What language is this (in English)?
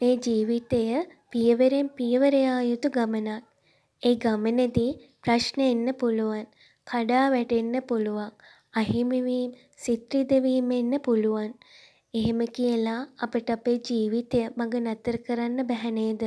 Sinhala